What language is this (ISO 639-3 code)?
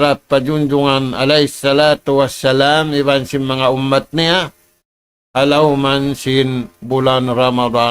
tsg